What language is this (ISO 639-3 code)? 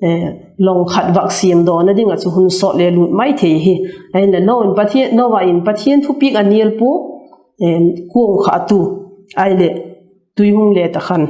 vap